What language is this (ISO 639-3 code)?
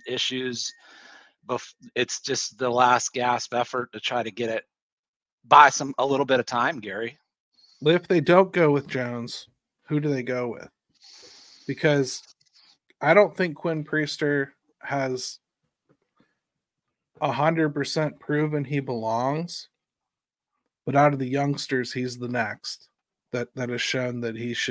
eng